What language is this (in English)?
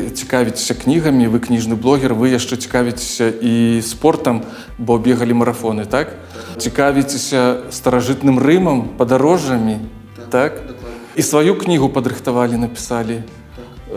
Belarusian